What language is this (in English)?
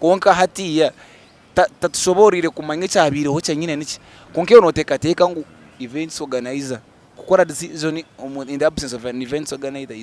Nyankole